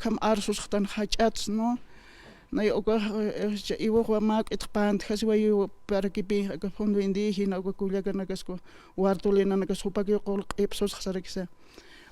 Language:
Aymara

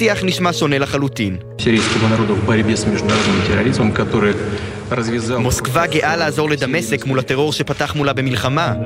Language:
Hebrew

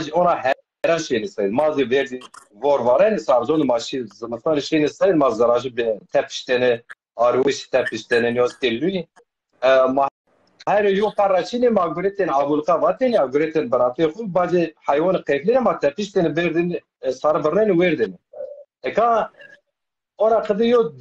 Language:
Zaza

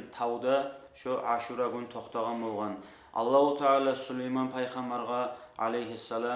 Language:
Kumyk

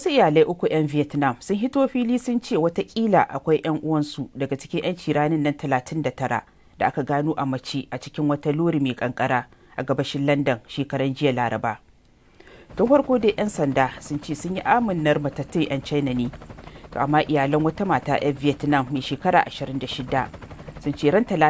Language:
Hausa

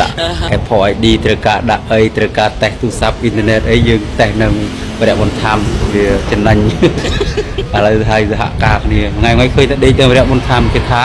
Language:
Khmer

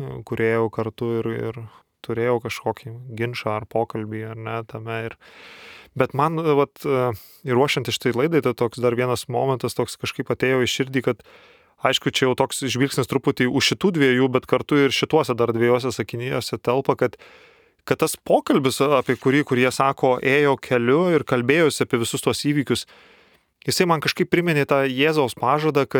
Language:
Lithuanian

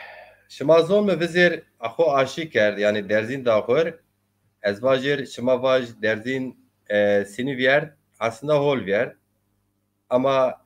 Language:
Zaza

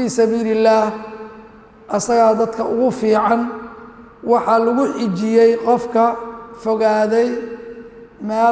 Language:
Somali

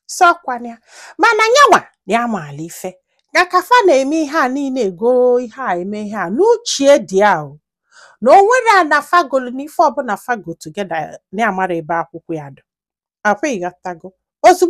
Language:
Igbo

